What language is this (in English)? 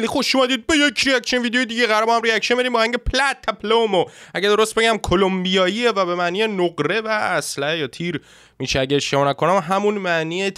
Persian